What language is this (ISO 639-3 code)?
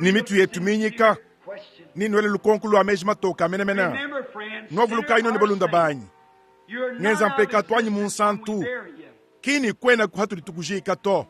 lua